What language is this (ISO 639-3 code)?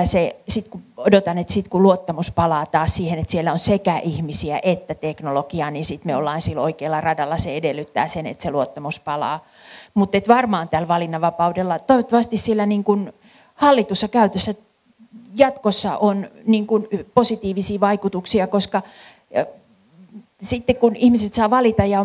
fin